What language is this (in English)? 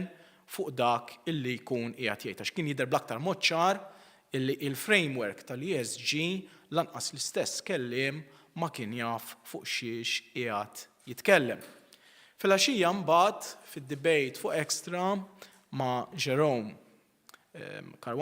Maltese